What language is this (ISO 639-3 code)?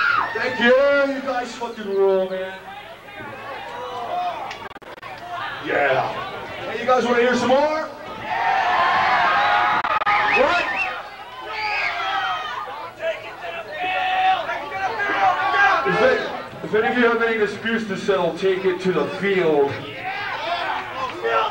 eng